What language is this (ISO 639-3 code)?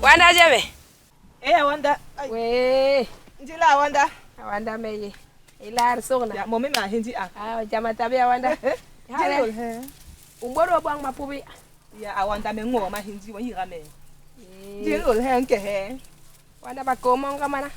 bas